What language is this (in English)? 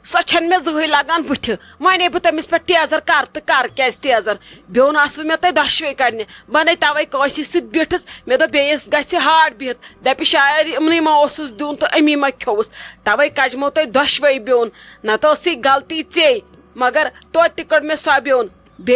Kashmiri